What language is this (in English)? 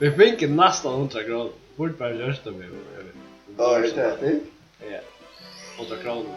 Faroese